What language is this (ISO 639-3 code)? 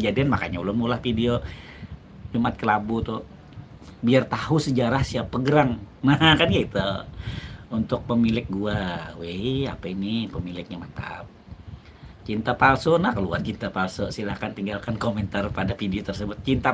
bjn